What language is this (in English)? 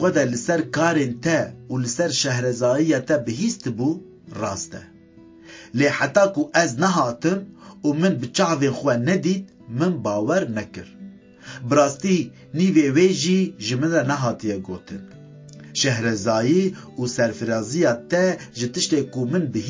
Kurdish